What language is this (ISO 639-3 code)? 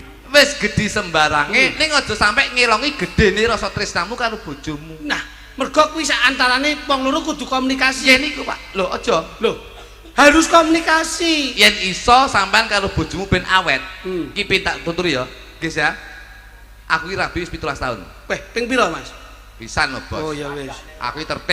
jav